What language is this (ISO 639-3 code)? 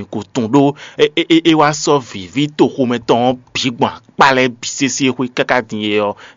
fon